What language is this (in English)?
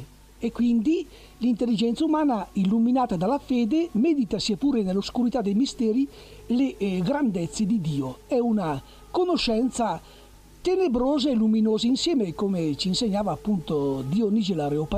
Italian